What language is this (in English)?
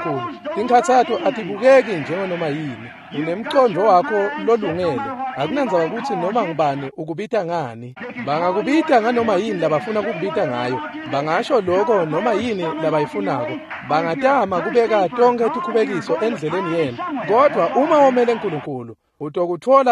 Swati